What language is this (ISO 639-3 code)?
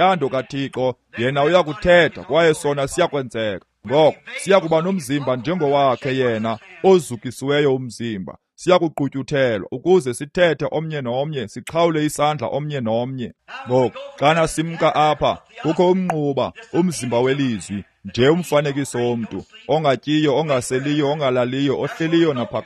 xho